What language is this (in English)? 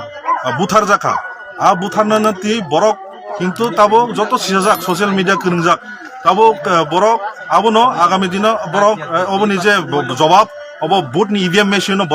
Kok Borok